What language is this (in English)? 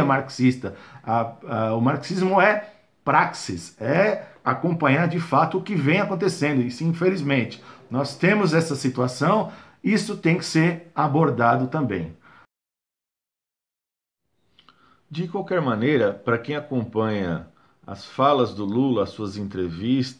Portuguese